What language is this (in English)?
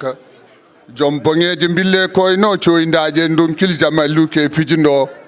Fula